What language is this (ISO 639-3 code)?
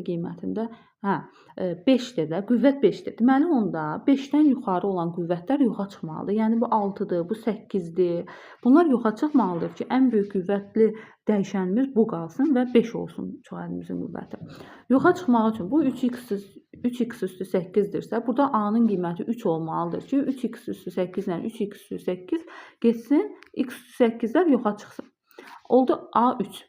aze